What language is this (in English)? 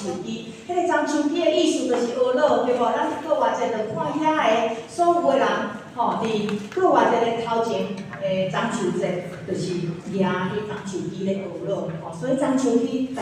Min Nan Chinese